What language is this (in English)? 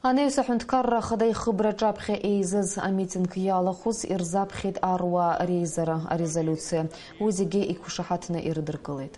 Abkhazian